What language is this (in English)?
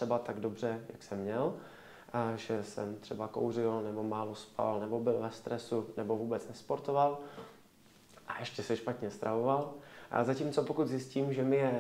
Czech